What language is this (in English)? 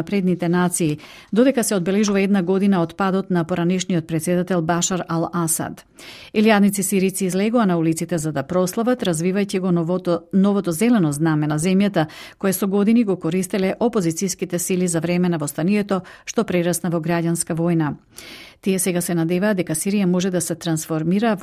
Macedonian